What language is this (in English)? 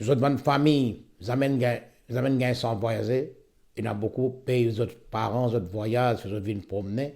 Morisyen